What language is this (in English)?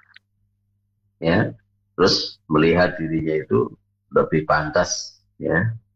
Indonesian